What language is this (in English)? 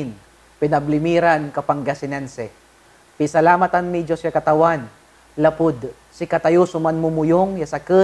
Pangasinan